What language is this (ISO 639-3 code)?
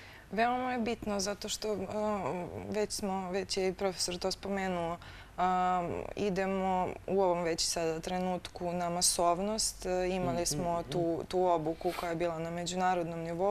srp